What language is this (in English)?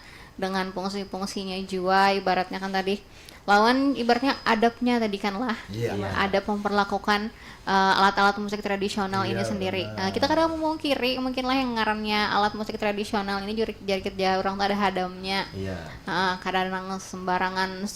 Banjar